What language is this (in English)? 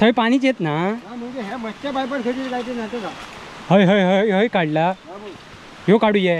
Konkani